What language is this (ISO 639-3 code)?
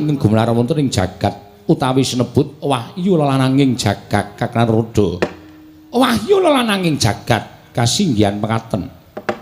jav